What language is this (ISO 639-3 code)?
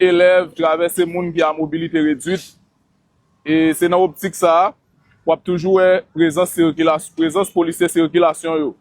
hat